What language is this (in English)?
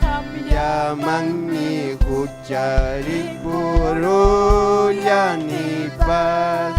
Ayacucho Quechua